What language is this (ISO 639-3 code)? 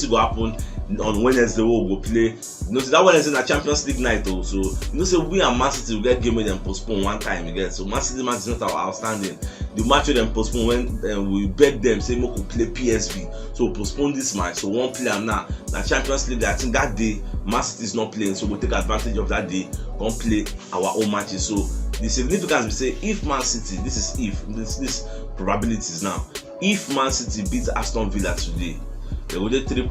pcm